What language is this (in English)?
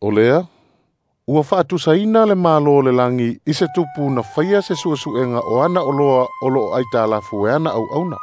Samoan